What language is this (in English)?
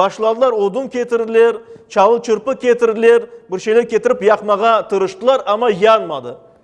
Crimean Tatar